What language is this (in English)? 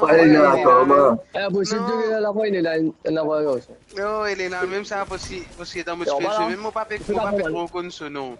Morisyen